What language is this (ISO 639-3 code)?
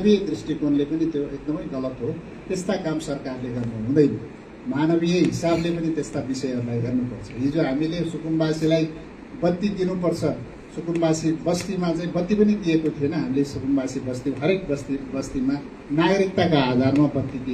nep